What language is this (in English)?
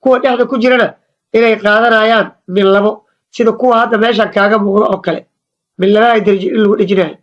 Somali